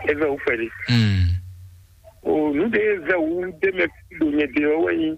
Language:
Fon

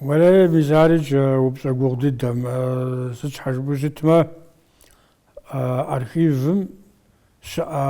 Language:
Kabardian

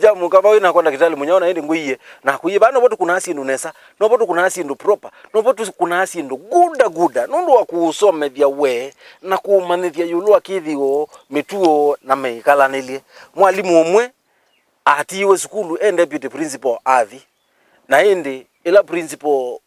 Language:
Kamba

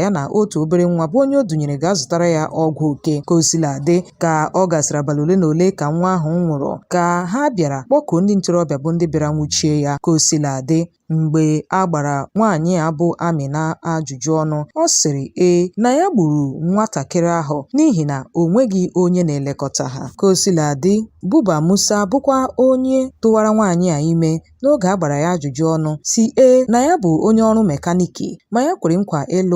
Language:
Igbo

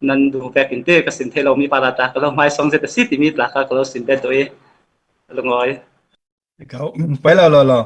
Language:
Falam Chin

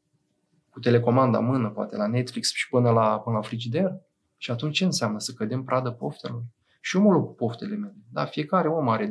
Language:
Romanian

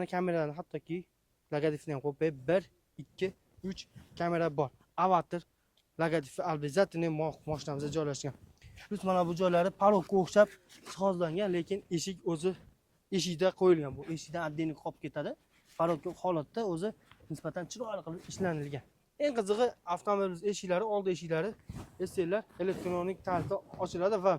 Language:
Uzbek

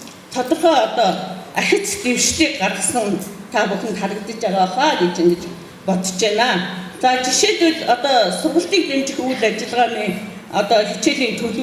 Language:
Mongolian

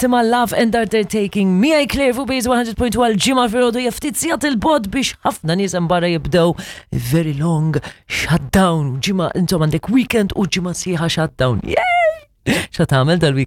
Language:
Maltese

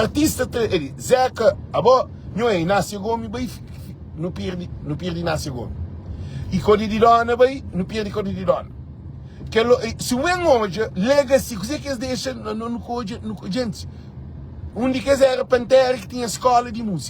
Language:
Kabuverdianu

